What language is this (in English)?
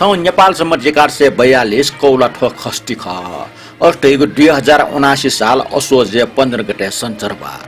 Newari